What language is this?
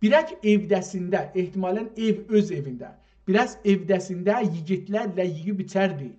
South Azerbaijani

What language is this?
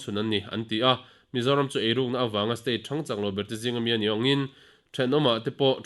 Mizo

